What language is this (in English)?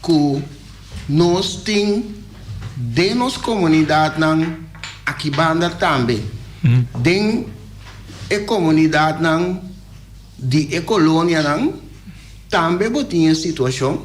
Papiamento